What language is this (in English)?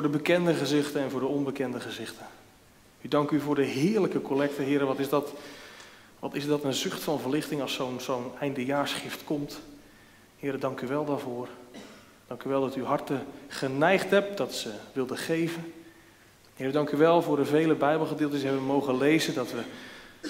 Dutch